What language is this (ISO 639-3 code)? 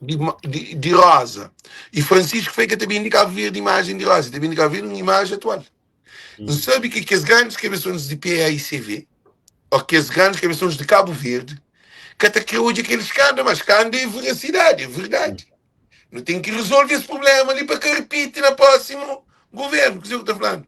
kea